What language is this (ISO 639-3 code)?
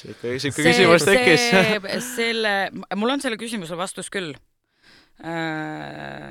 est